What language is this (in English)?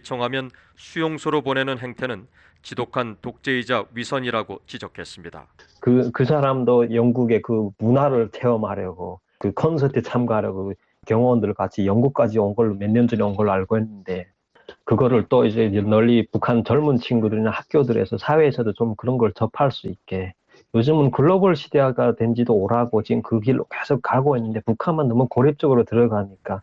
Korean